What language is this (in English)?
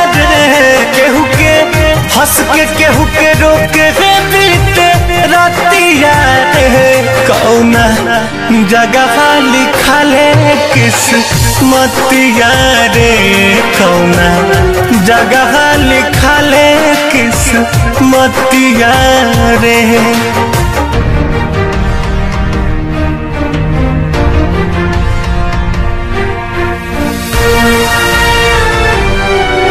Bhojpuri